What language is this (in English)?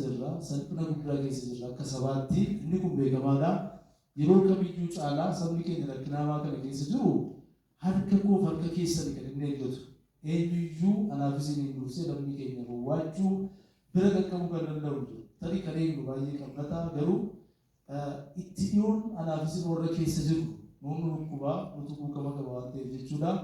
Oromo